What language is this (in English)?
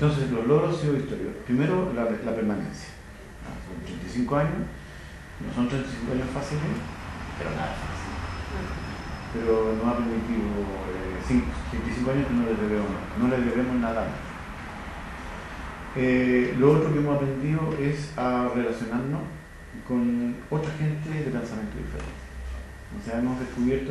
Spanish